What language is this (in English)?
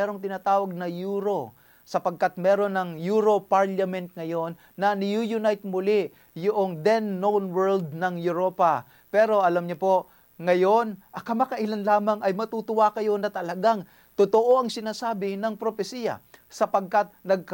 Filipino